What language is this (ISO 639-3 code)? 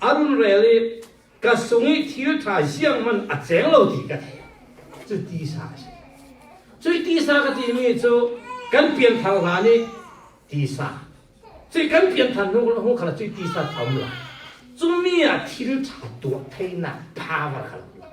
cfm